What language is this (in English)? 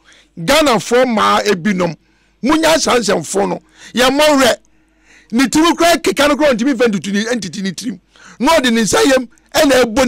Akan